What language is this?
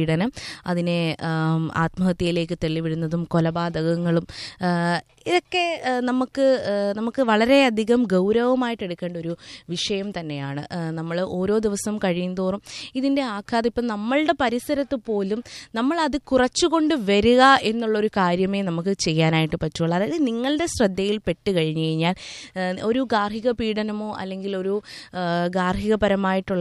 Malayalam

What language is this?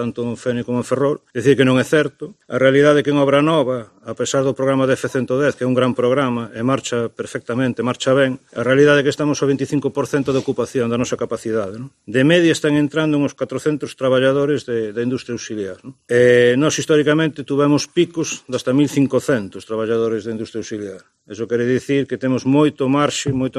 Galician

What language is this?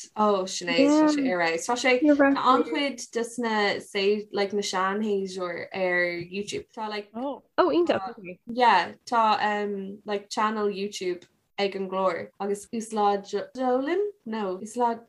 Irish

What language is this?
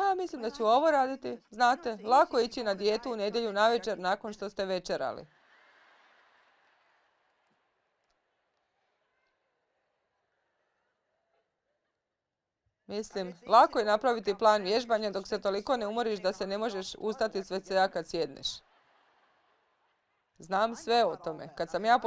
Croatian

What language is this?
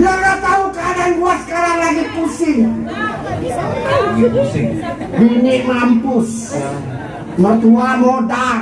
Betawi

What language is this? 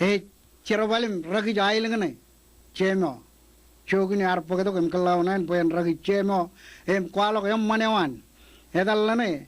Marshallese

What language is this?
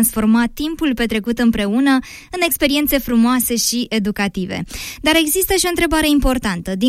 Romanian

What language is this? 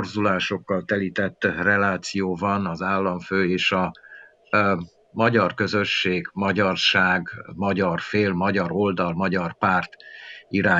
Hungarian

